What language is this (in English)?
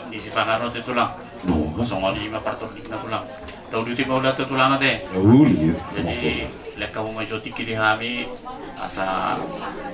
Batak Toba